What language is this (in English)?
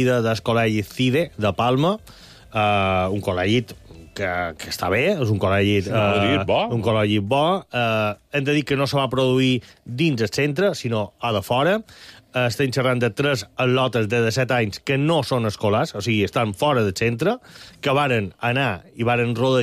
Catalan